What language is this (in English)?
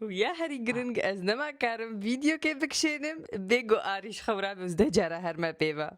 Kurdish